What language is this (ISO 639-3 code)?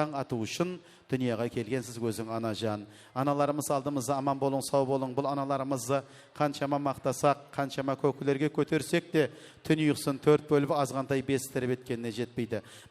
kaa